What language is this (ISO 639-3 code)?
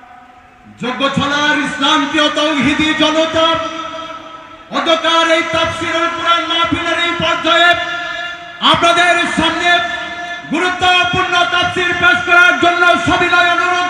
ben